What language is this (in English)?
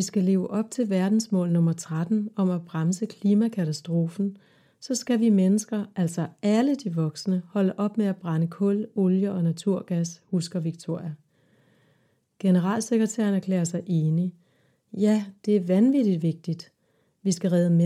Danish